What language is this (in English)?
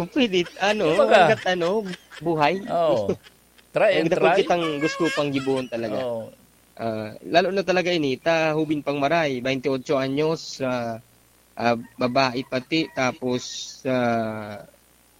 Bikol